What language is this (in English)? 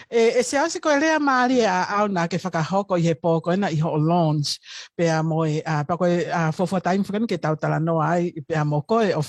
Tongan